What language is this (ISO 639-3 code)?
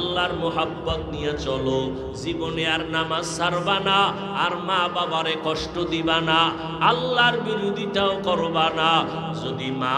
ben